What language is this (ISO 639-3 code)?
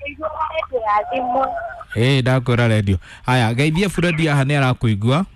kik